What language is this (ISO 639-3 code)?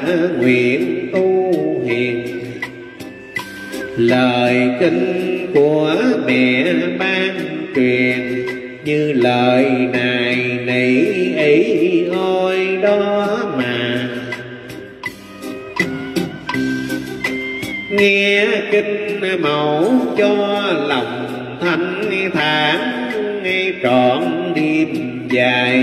vie